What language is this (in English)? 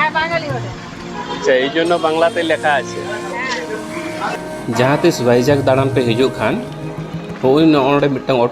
Santali